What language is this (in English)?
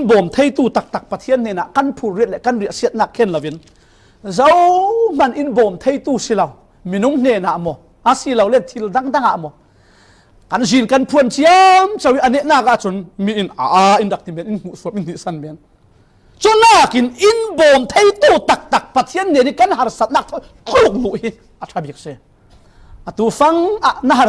Falam Chin